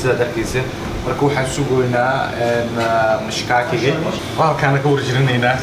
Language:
Somali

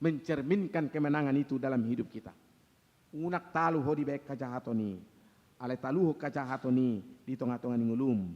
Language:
Batak Toba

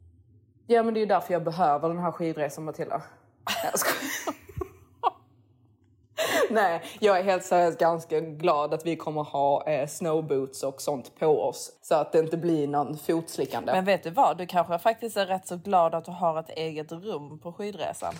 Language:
Swedish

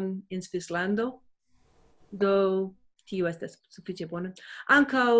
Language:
Esperanto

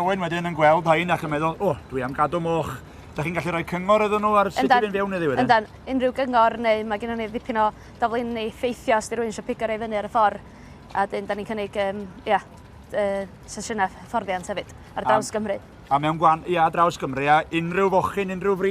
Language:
Welsh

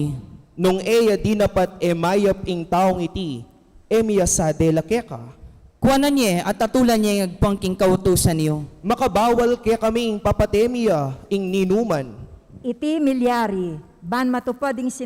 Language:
Pampanga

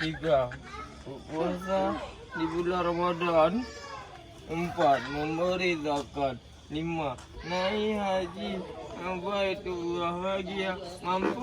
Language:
Achinese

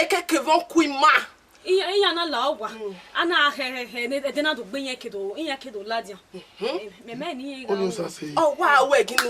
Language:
Bini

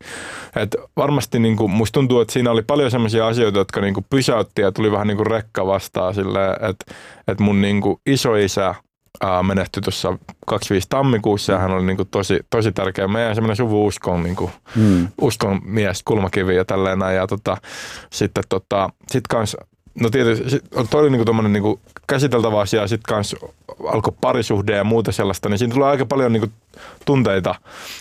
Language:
Finnish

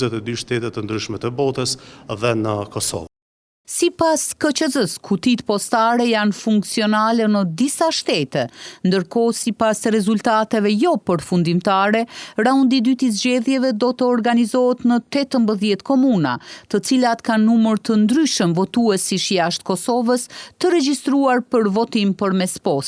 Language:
Albanian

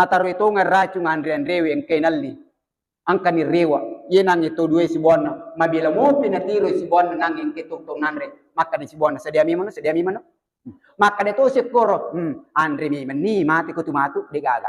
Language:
Buginese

